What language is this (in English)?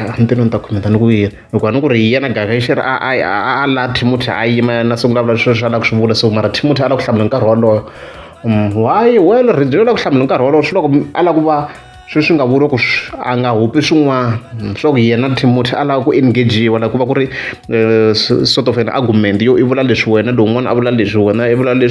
Tsonga